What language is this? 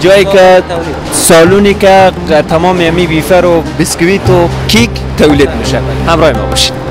Persian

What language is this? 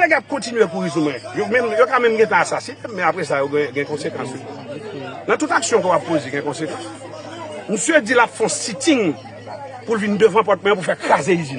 Haitian Creole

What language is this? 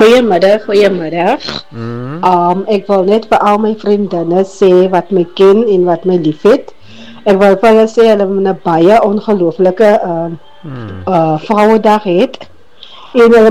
Afrikaans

